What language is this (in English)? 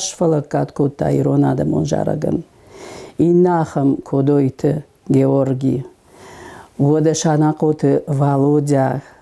Ossetic